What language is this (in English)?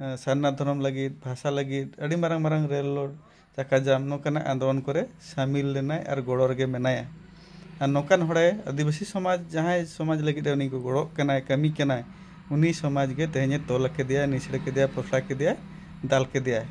Santali